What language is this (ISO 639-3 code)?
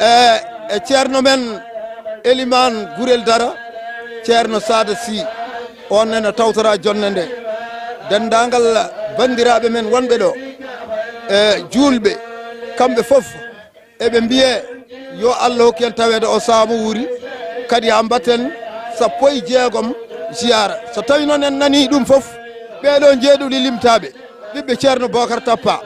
ful